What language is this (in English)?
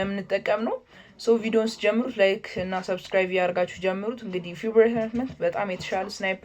Amharic